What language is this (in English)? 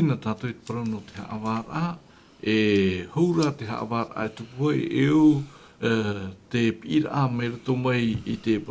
Tahitian